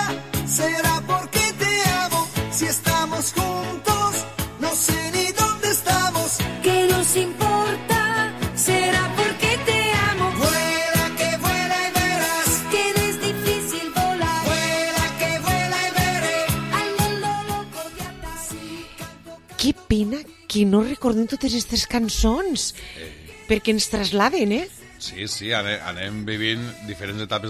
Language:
Catalan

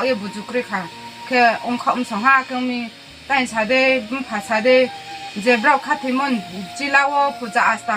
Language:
Riang (India)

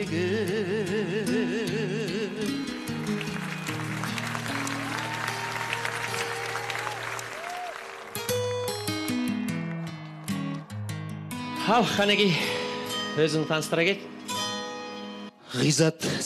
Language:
Kazakh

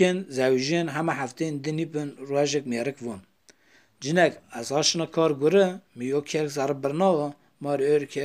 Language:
Zaza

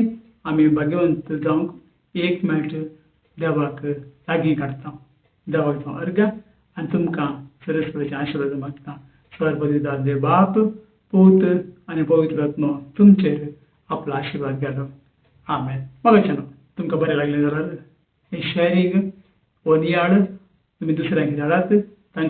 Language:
Konkani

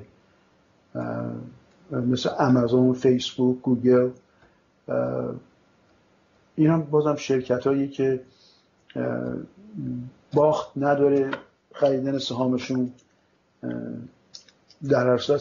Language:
Persian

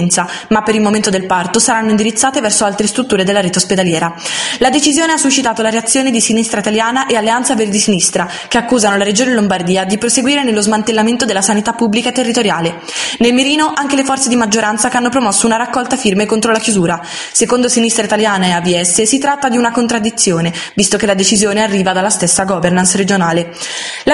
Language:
Italian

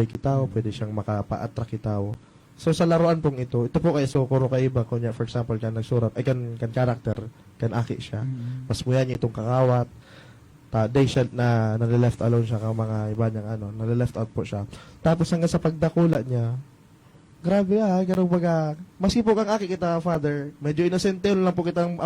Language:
Bikol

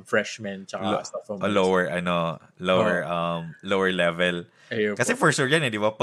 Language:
Bikol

